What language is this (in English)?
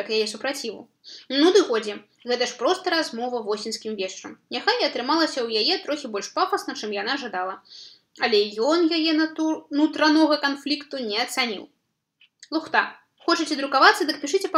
Belarusian